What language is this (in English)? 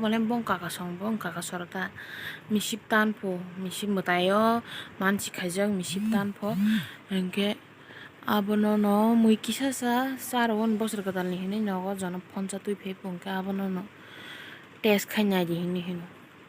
Kok Borok